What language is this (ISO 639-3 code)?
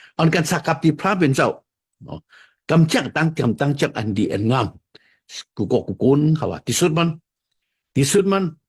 shn